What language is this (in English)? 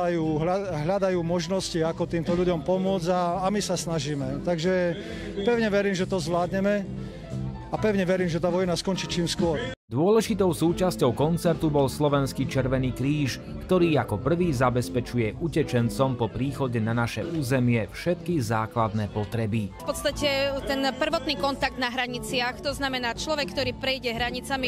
Slovak